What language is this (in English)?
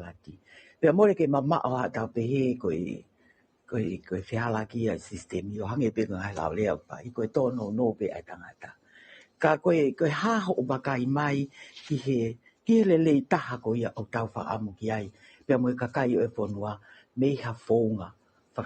Tongan